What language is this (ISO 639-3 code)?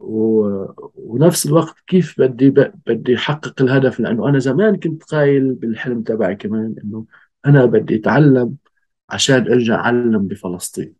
apc